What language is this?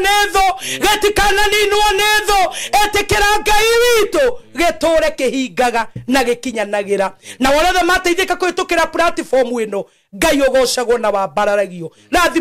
Kikuyu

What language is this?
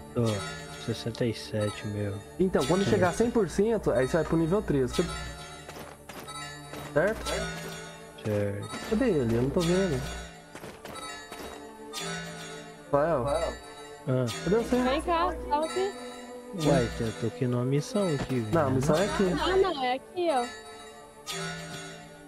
Portuguese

